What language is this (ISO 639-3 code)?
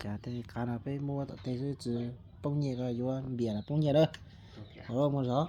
hmn